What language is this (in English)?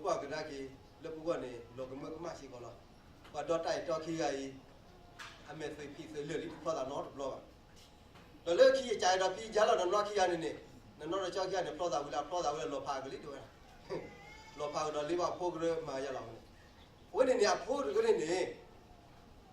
S'gaw Karen